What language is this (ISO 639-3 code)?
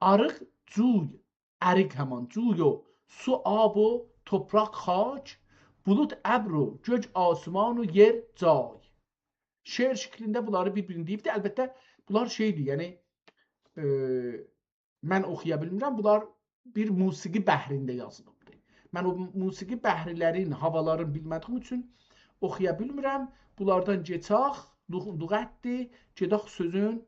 azb